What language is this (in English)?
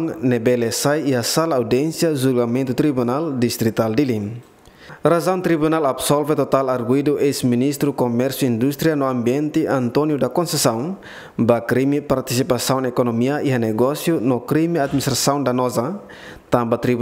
Tetum